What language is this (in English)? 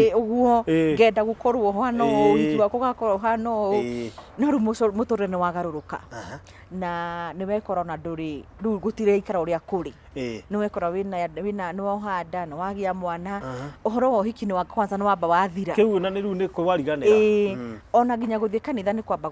Kikuyu